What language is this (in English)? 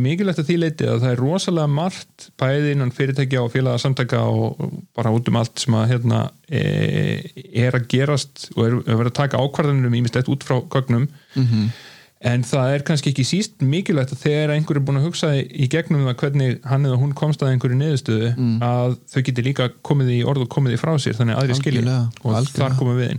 Icelandic